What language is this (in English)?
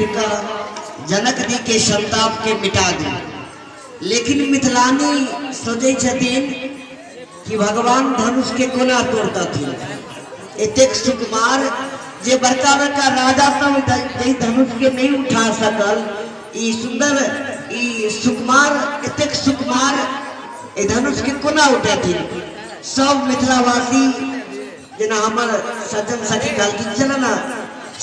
Maithili